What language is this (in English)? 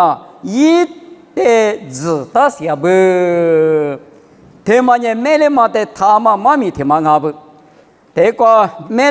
Lisu